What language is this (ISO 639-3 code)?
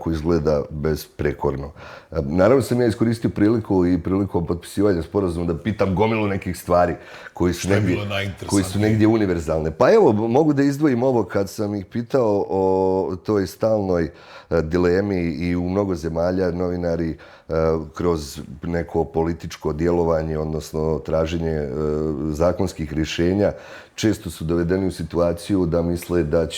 bos